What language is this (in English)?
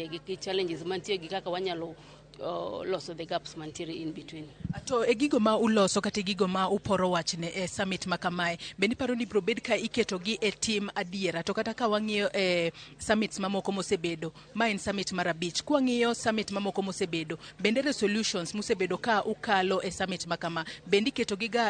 Luo (Kenya and Tanzania)